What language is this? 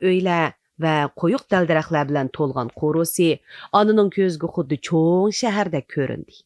Uyghur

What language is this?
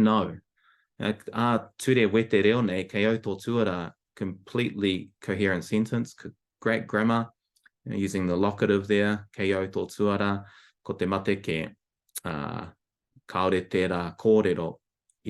Māori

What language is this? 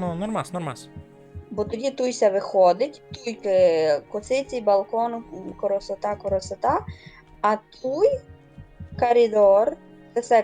Rusyn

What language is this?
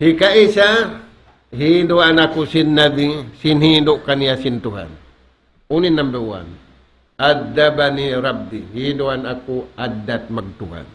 Tausug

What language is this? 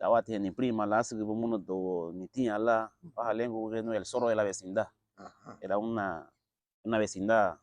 Garifuna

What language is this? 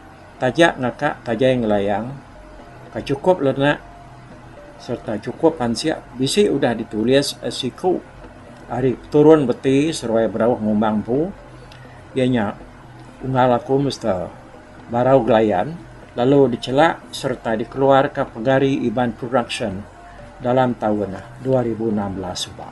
Iban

